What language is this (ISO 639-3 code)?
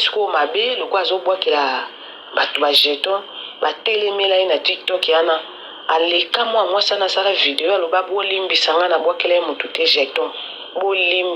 lin